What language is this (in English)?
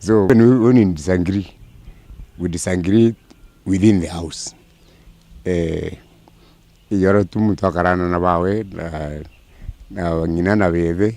Meru